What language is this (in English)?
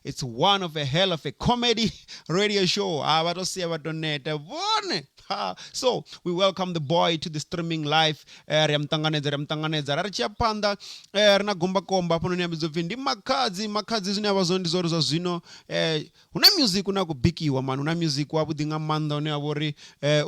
Venda